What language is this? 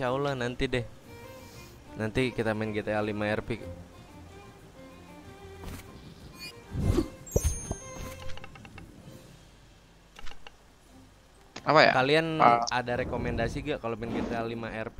Indonesian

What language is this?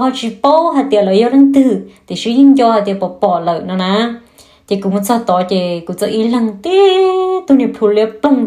Hmong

